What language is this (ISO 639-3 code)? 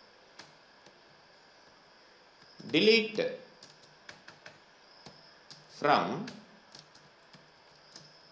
tel